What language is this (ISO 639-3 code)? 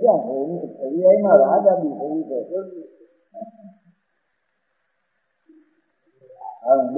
guj